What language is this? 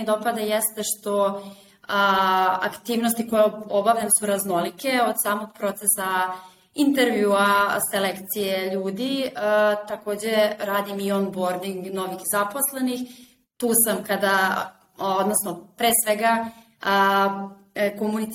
Serbian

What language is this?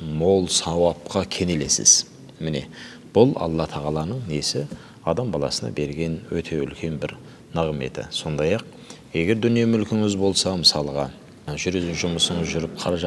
Kazakh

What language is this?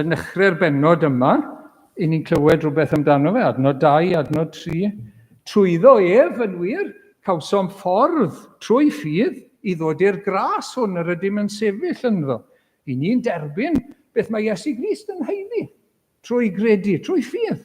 Welsh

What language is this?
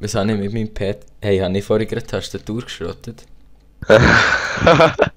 Swiss German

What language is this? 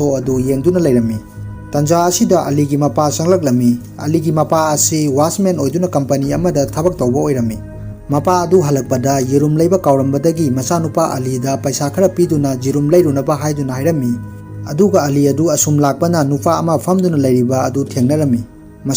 Manipuri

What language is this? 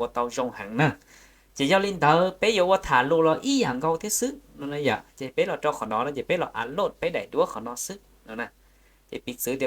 Hmong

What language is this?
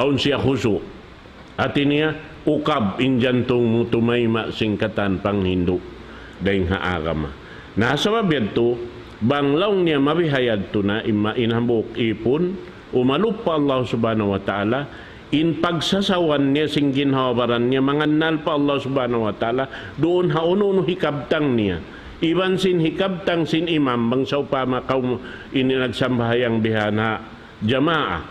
Tausug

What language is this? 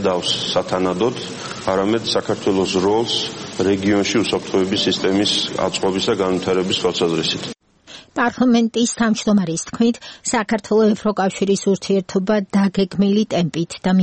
Georgian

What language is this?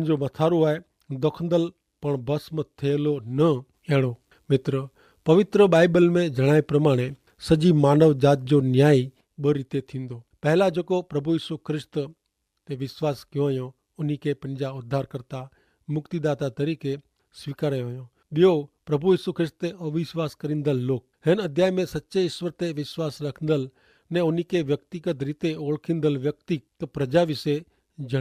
Kachhi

